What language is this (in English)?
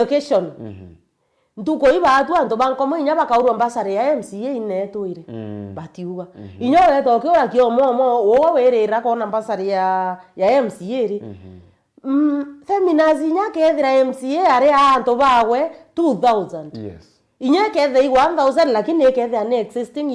Meru